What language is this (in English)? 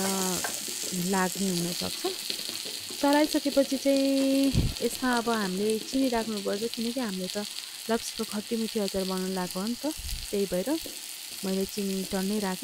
Nepali